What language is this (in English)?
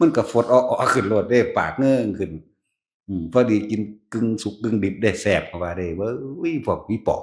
Northeastern Thai